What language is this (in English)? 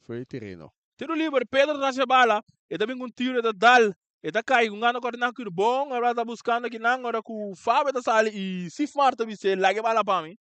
Papiamento